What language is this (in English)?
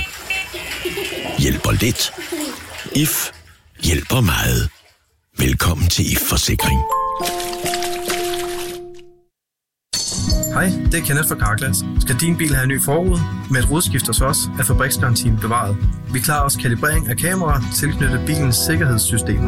Danish